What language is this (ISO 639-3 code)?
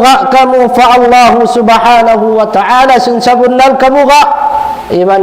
tsg